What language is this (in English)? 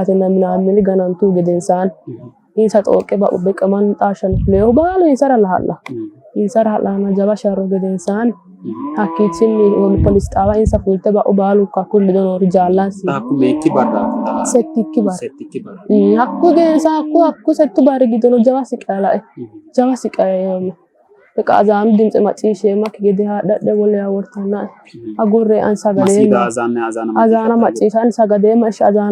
Sidamo